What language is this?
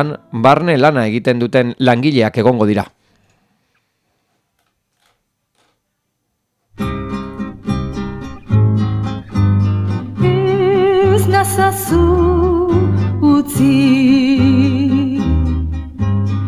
Basque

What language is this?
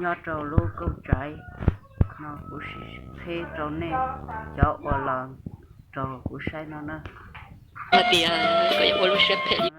Hmong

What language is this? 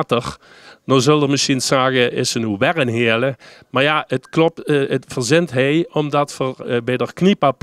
Limburgish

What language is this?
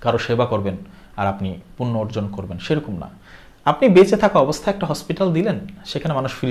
Bangla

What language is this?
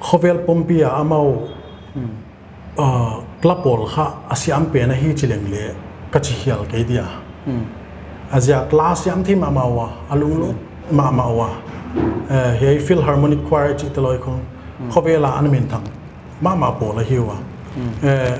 Paite Chin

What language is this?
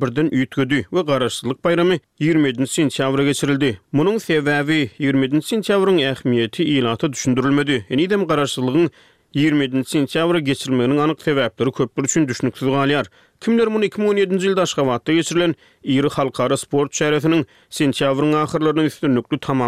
Turkmen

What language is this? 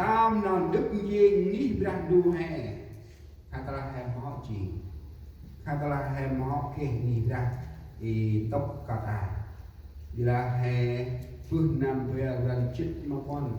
Central Mnong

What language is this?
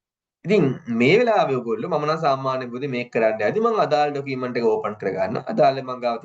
Sinhala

